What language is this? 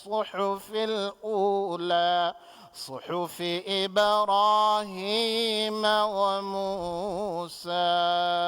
Divehi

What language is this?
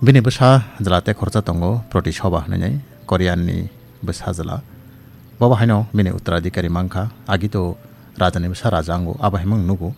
Kok Borok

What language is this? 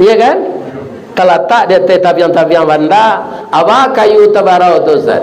Minangkabau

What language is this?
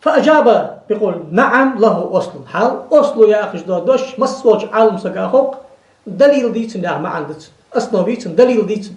Ingush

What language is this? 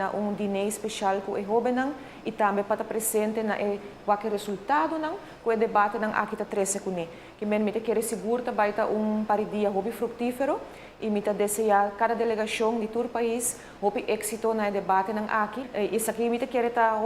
Papiamento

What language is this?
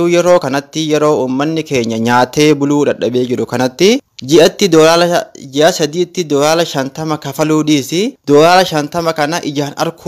Oromo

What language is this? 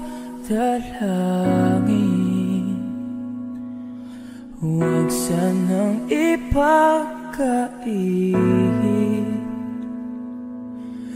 Filipino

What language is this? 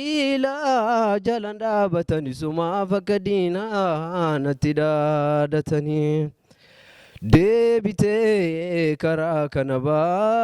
Oromo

